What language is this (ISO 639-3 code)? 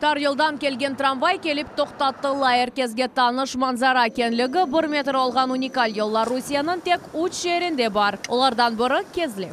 crh